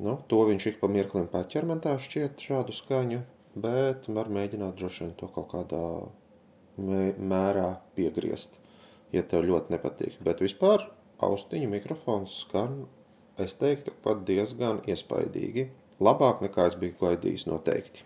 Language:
Latvian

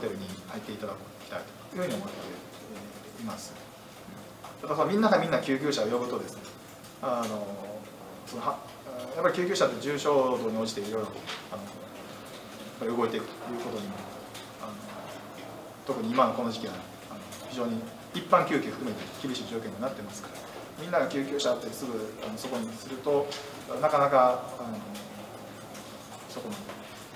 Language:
Japanese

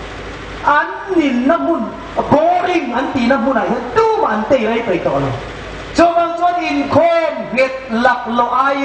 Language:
Hmar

